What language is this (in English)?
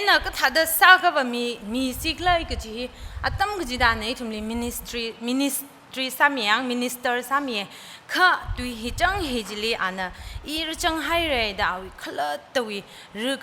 Tangkhul Naga (India)